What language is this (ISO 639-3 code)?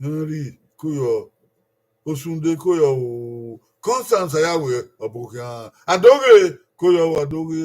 bin